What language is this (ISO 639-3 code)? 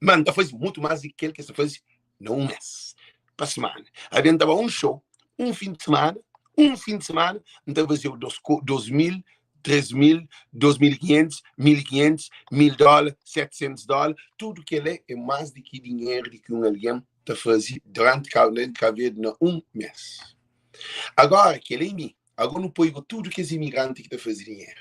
kea